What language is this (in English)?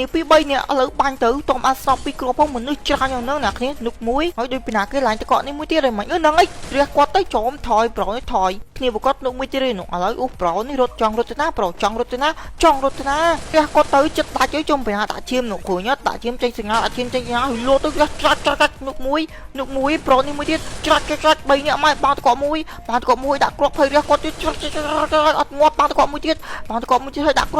Khmer